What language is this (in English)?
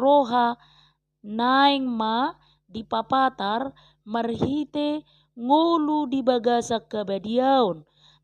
Batak Toba